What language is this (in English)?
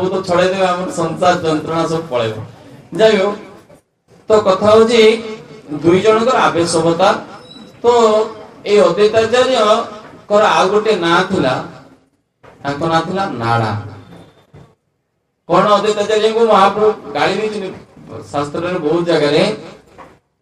Odia